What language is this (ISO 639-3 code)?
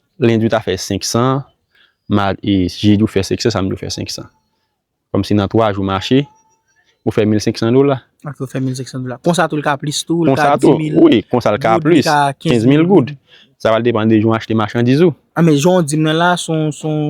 hat